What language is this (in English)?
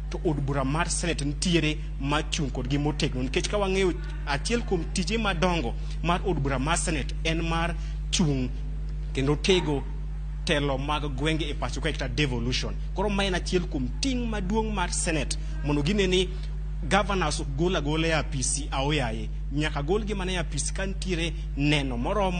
Luo (Kenya and Tanzania)